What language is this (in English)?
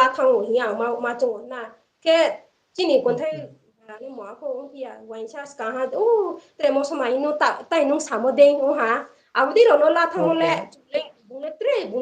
Riang (India)